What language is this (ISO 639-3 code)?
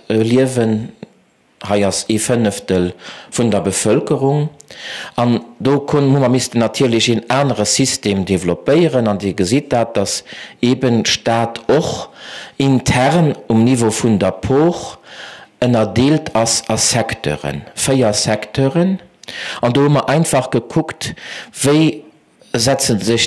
ltz